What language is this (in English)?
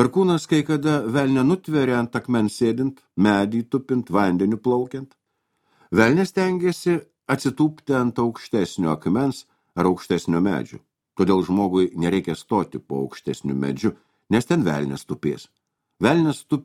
Lithuanian